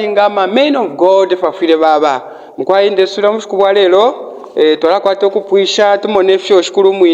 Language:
Bemba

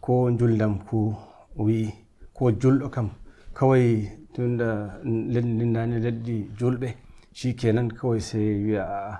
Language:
Nigerian Fulfulde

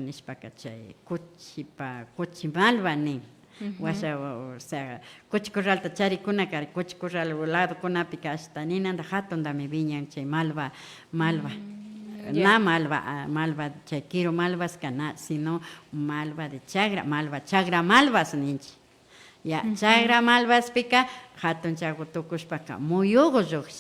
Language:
Imbabura Highland Quichua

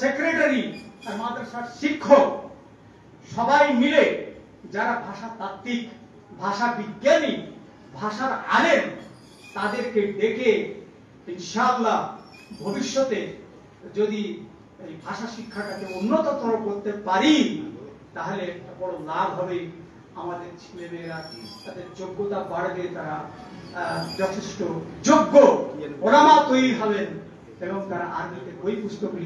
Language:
Bangla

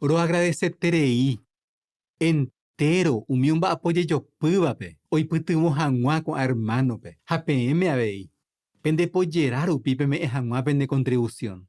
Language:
Guarani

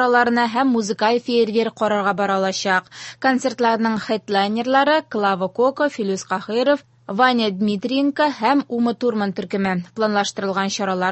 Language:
Tatar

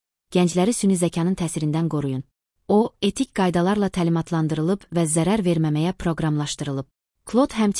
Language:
Azerbaijani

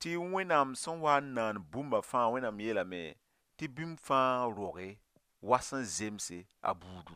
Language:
Mossi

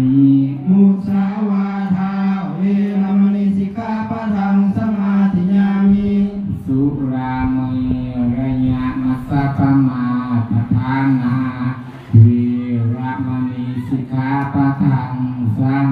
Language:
Pali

